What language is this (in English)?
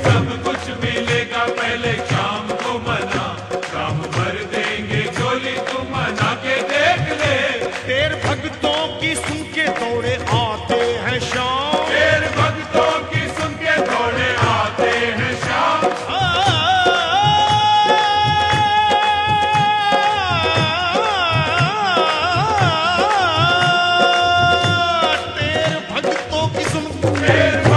Hindi